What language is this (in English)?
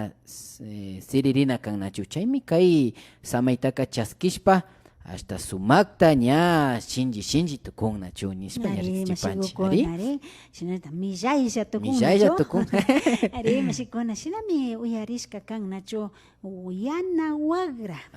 Imbabura Highland Quichua